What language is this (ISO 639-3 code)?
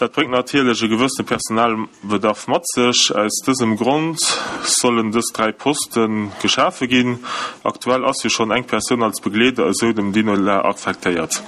ltz